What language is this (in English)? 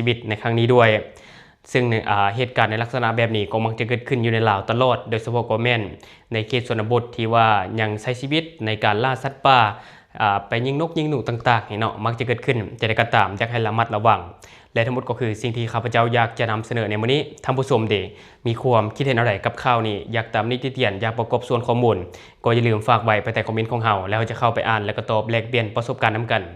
Lao